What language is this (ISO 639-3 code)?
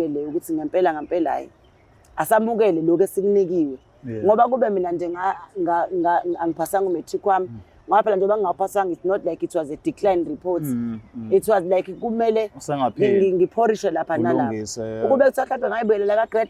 zul